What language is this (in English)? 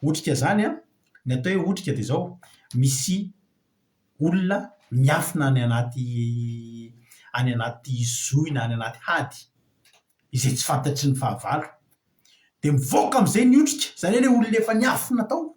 Malagasy